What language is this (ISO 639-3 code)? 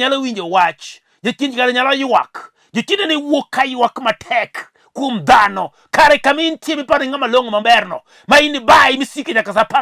luo